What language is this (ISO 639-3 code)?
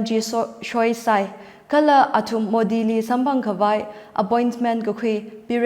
nmf